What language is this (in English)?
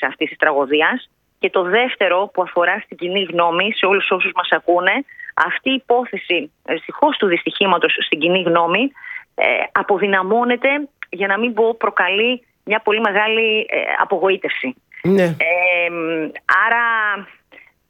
Greek